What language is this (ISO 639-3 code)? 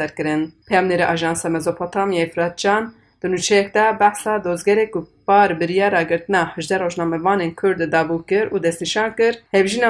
kur